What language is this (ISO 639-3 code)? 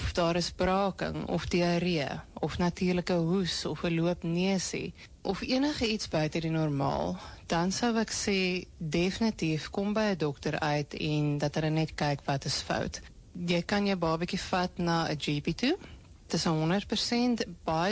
afr